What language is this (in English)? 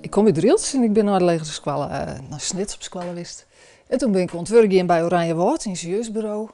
Western Frisian